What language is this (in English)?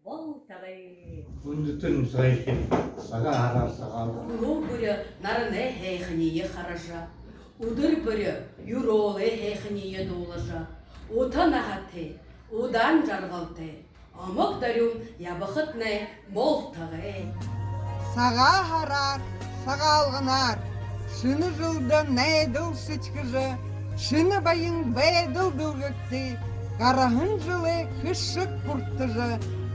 Buriat